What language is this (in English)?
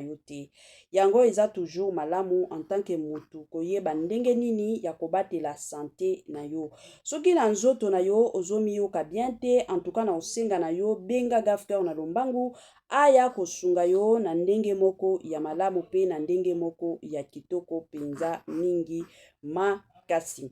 Lingala